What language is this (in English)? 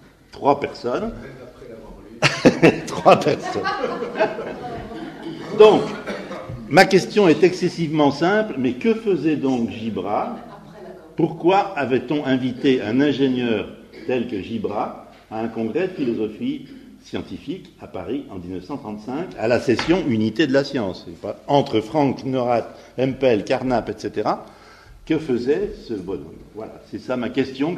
French